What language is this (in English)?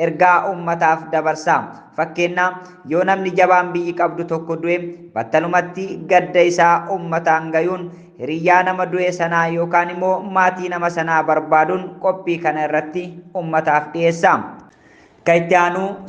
Oromo